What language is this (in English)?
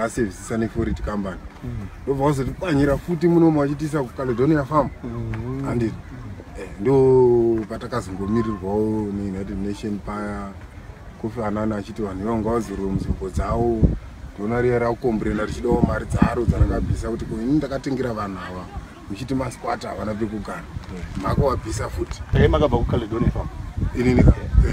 Shona